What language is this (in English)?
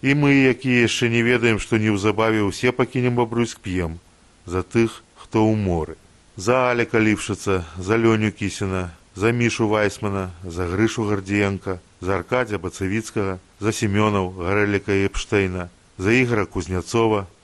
Belarusian